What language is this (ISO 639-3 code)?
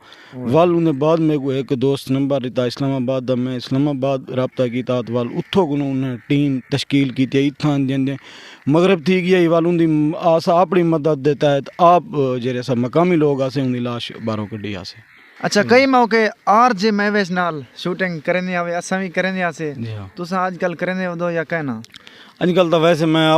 skr